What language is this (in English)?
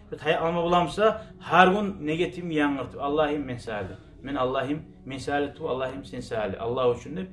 Kumyk